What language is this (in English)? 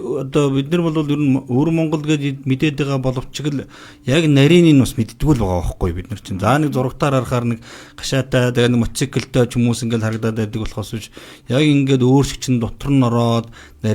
Mongolian